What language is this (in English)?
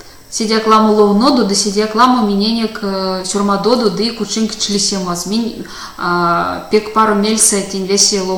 Erzya